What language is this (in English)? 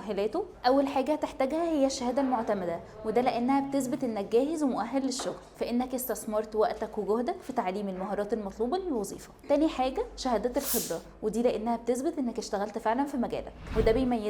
Egyptian Arabic